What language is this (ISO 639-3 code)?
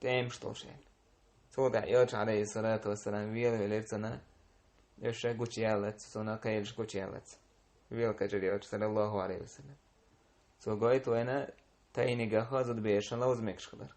che